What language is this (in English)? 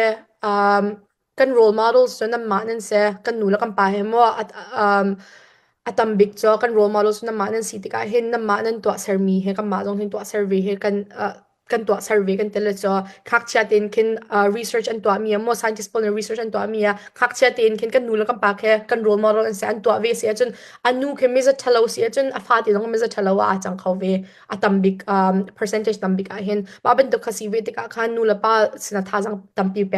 Hakha Chin